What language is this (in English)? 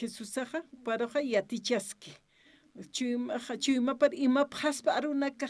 Aymara